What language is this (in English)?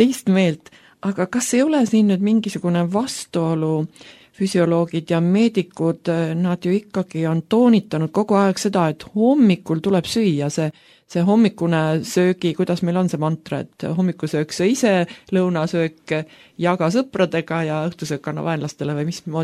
Estonian